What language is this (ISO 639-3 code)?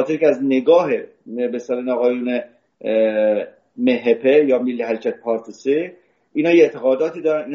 fas